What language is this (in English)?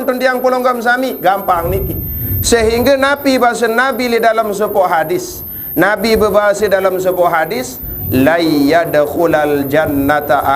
Sasak